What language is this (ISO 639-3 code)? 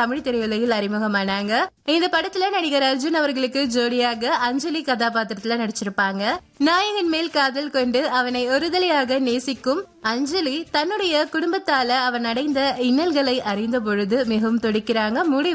tam